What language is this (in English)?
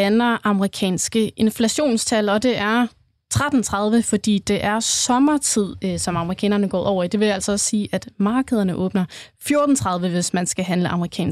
Danish